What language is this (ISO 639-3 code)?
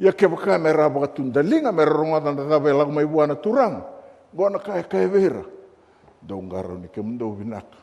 fij